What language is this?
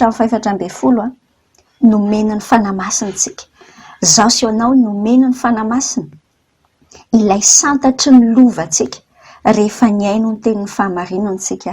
Malagasy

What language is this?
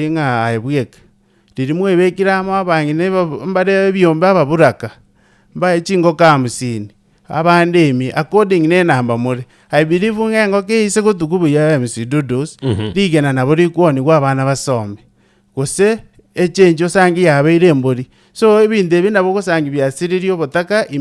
Gusii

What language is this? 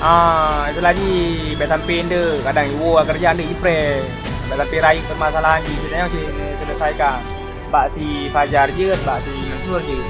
Achinese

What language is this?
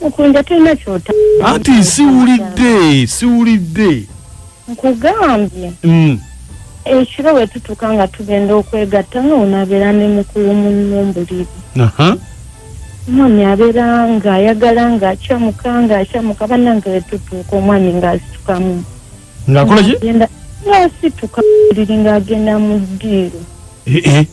Ganda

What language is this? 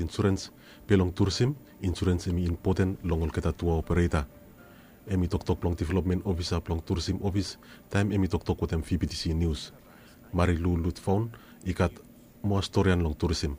Bislama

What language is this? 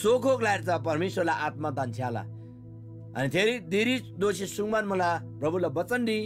Eastern Tamang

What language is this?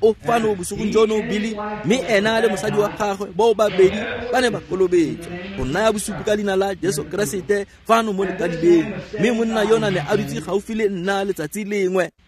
Tswana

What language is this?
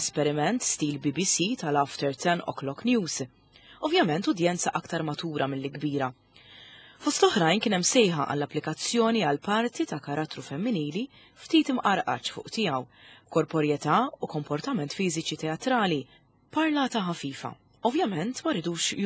Maltese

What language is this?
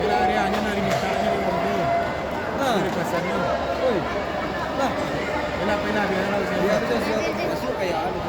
Minangkabau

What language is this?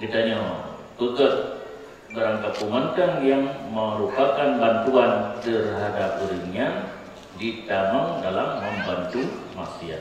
Achinese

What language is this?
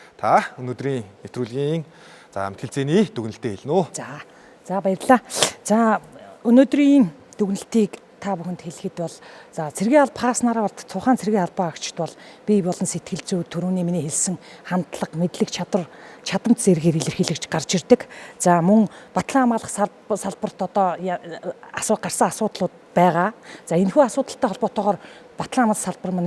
Mongolian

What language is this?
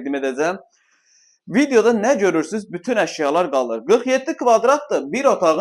Azerbaijani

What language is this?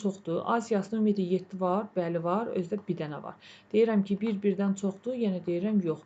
Azerbaijani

